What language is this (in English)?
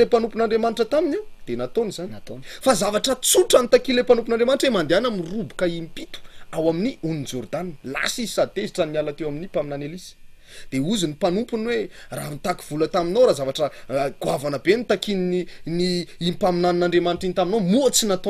Malagasy